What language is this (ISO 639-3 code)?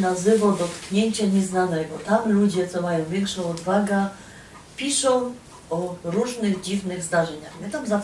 szl